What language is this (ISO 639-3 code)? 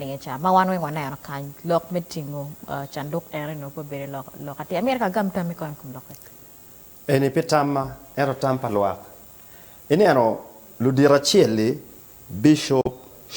ach